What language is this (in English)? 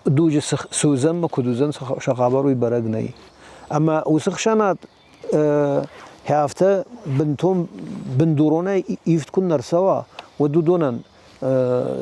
Ossetic